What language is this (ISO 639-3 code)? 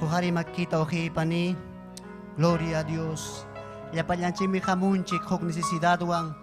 quy